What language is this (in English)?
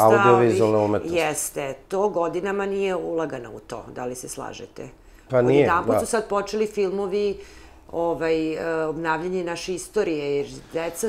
Serbian